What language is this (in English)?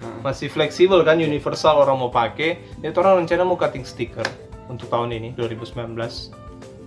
Manado Malay